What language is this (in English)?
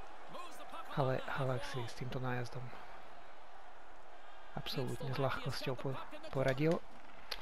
Slovak